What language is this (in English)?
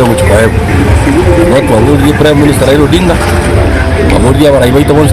Gusii